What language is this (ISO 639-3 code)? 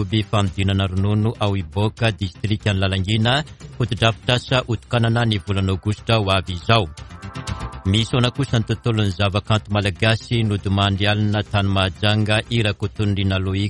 mlg